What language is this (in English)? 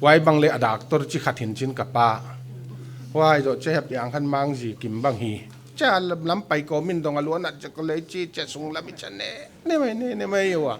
Paite Chin